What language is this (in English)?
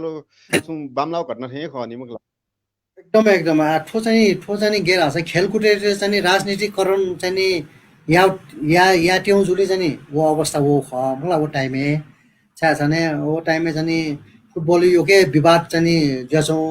Newari